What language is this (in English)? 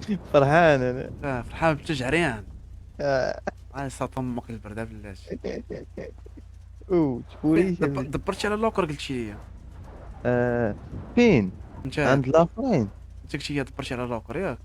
Moroccan Arabic